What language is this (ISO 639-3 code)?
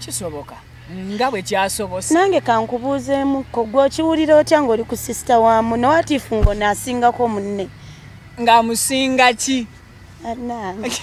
lug